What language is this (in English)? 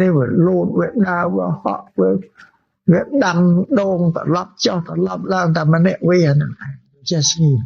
Khmer